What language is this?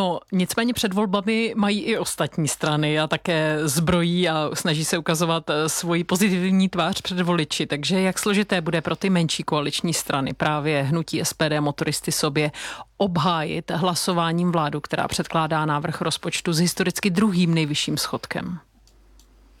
Czech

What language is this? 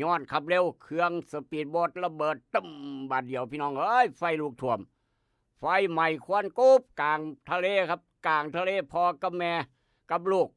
Northeastern Thai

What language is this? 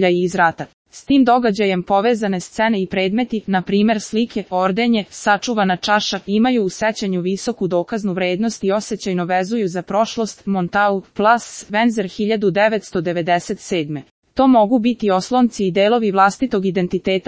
Serbian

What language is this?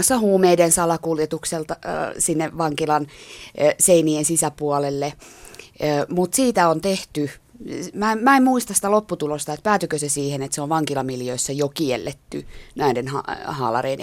Finnish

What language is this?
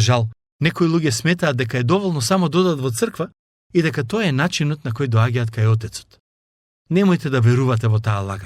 Macedonian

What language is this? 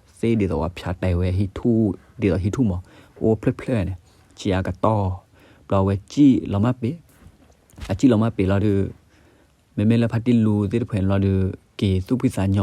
S'gaw Karen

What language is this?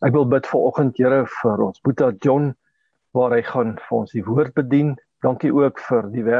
Afrikaans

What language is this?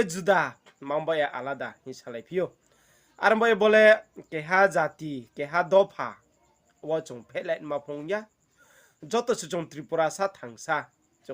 Riang (India)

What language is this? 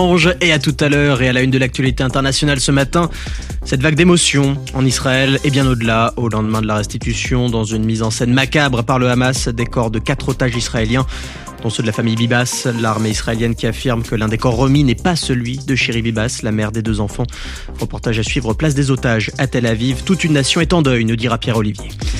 French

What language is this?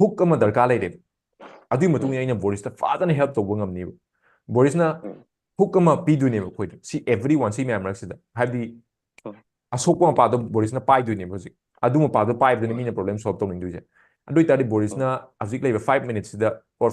Manipuri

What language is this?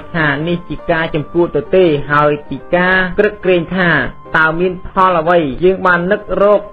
Khmer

